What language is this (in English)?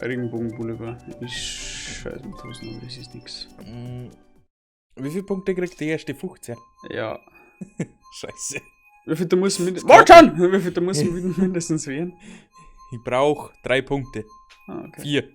Bavarian